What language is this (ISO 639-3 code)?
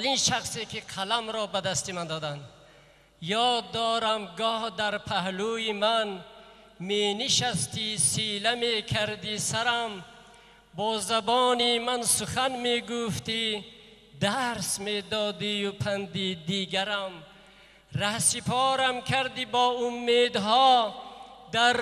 tgk